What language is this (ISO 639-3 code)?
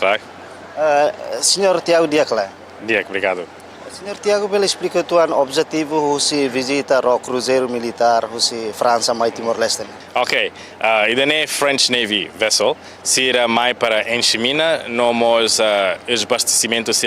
tet